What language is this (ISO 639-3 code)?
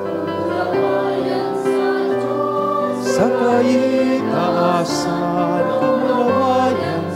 bik